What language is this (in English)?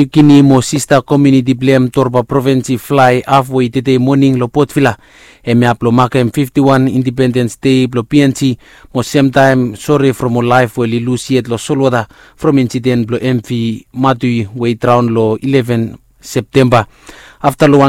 Bislama